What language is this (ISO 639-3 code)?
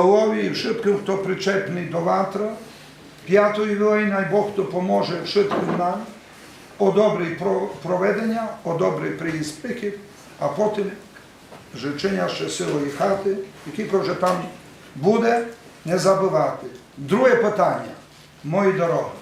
rue